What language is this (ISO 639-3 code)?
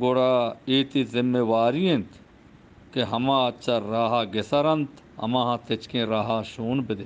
bgp